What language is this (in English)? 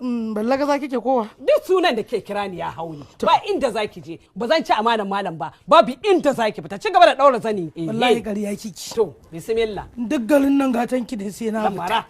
Hausa